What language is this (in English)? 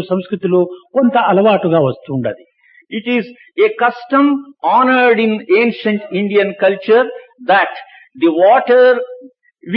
Telugu